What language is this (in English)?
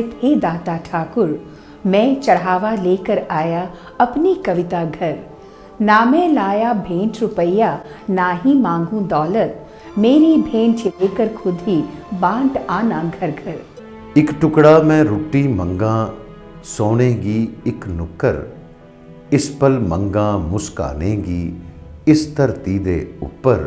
Dogri